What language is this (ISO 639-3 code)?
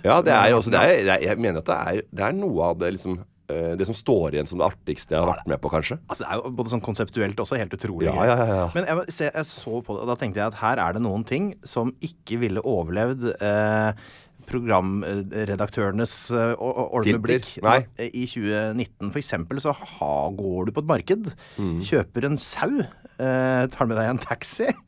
nor